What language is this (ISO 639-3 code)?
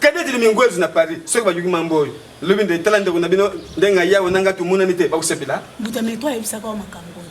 lin